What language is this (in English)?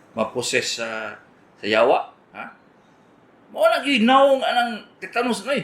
Cebuano